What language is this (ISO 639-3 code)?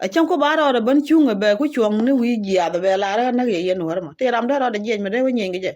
nus